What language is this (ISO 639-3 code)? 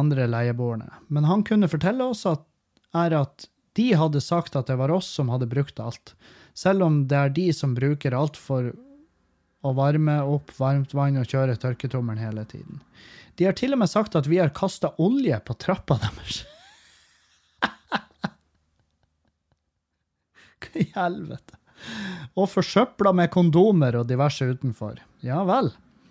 nor